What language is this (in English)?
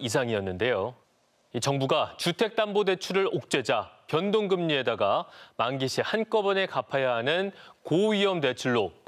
Korean